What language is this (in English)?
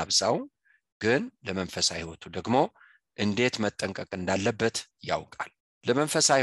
Amharic